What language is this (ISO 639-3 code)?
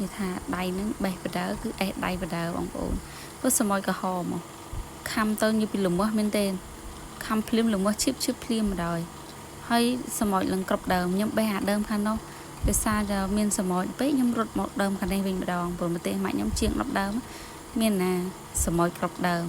khm